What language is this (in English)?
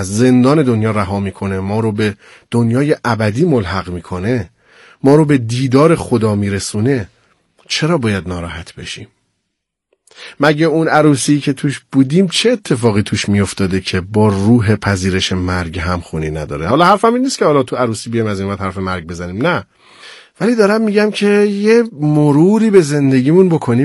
Persian